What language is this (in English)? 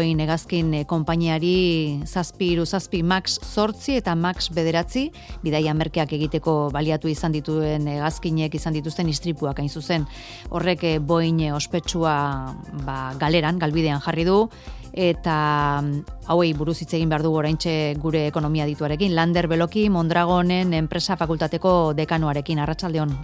Basque